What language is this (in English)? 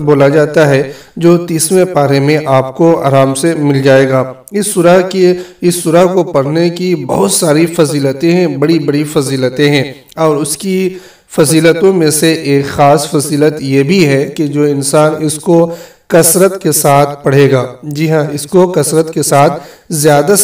Urdu